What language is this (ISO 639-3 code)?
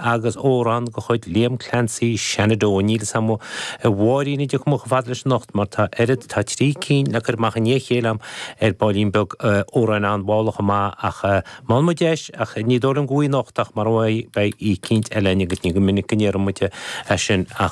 gle